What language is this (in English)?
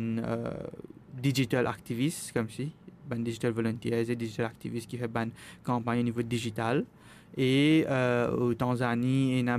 Morisyen